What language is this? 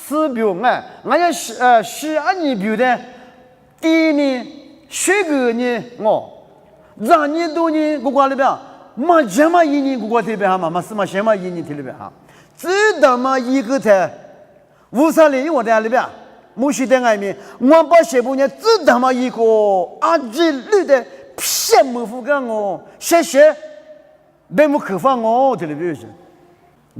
Lisu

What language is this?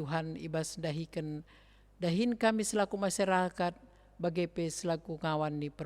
Batak Karo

